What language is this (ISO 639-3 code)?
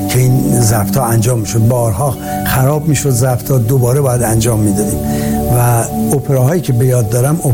fas